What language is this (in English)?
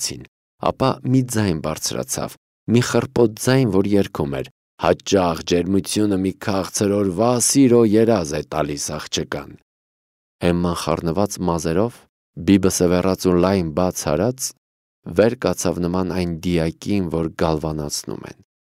Armenian